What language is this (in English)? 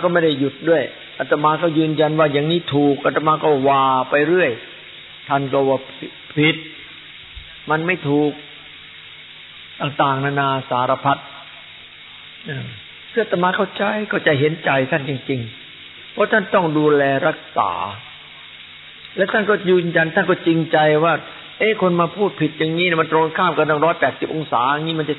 Thai